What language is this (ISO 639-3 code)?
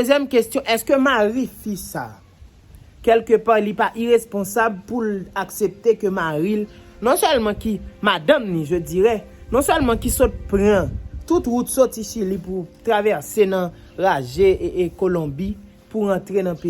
hat